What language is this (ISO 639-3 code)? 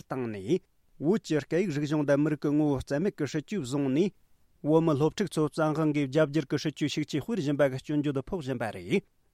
bod